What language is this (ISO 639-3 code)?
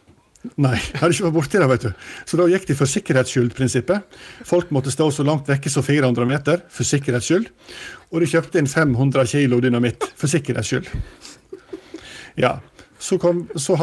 nor